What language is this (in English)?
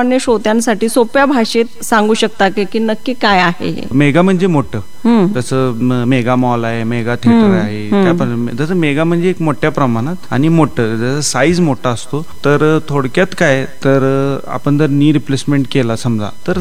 Marathi